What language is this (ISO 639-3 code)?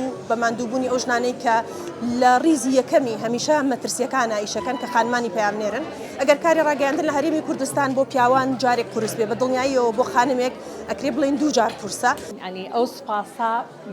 ckb